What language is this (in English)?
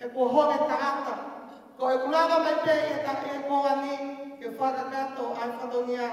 Tongan